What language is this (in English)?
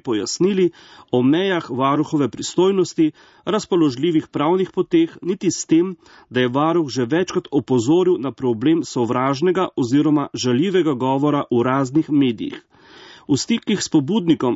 Slovenian